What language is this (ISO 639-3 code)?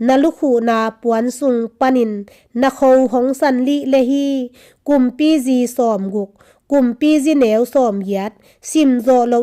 ctd